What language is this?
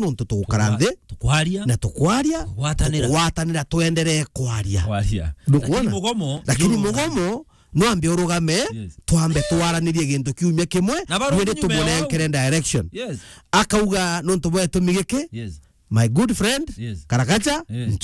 Meru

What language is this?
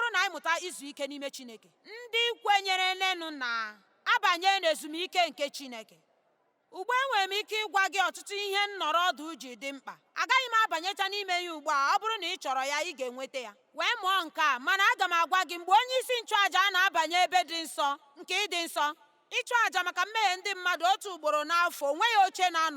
Igbo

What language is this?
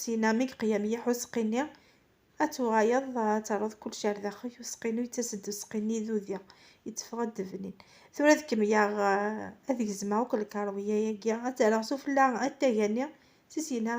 Kabyle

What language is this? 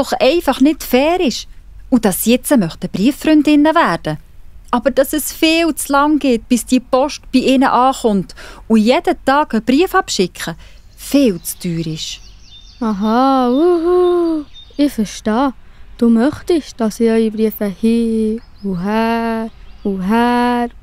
Swiss German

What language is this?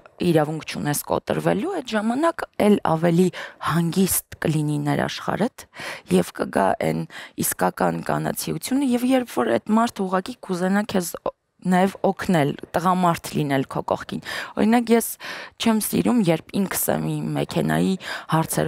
Armenian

